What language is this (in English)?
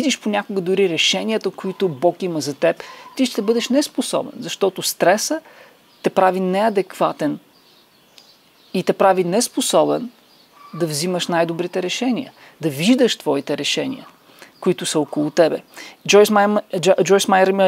Bulgarian